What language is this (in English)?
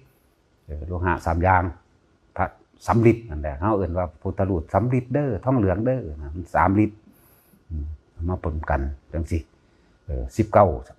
Northeastern Thai